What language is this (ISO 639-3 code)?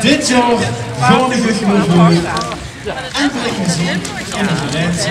lim